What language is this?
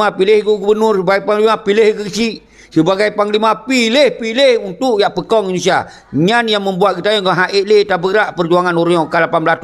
Achinese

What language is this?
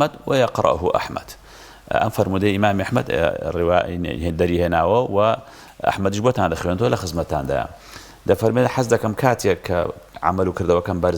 Central Kurdish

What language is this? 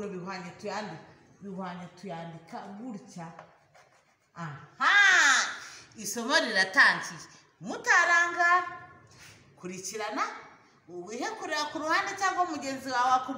Kinyarwanda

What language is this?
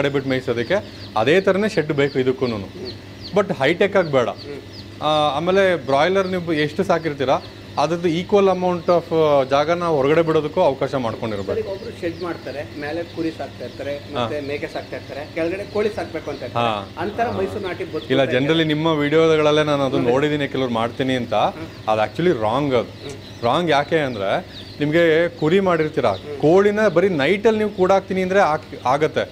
Kannada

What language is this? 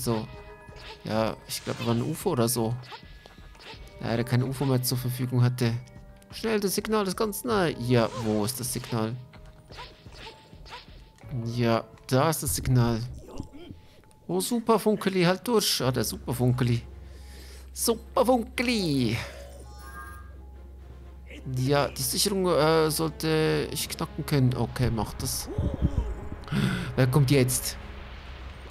German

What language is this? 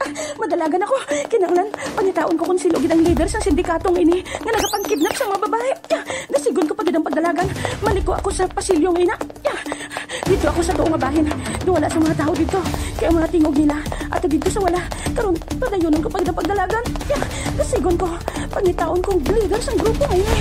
Hiligaynon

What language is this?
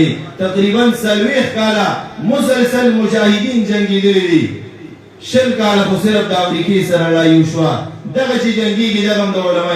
Pashto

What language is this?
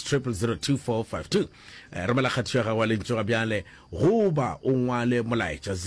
Northern Sotho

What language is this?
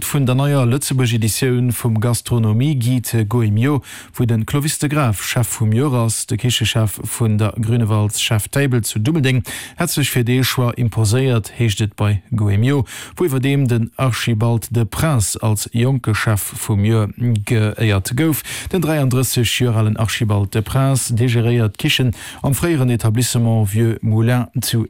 Luxembourgish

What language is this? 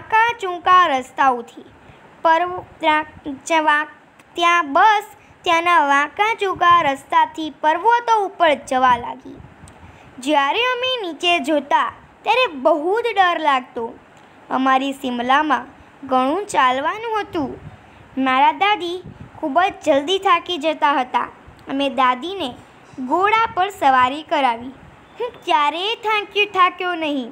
Gujarati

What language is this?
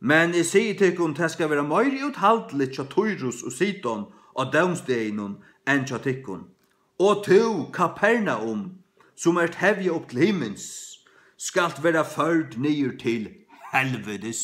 Faroese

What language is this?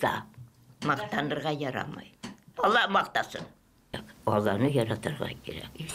Tatar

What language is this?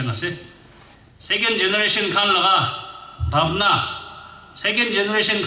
Naga Pidgin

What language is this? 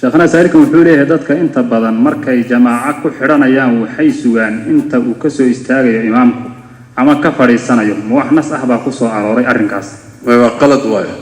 Somali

